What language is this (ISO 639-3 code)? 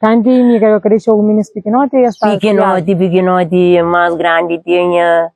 kea